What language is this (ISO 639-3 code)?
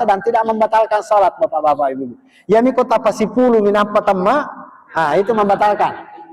bug